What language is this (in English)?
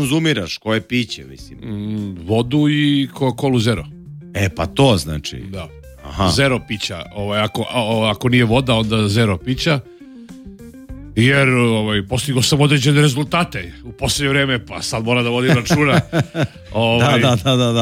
Serbian